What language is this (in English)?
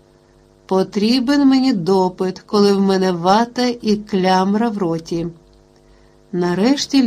Ukrainian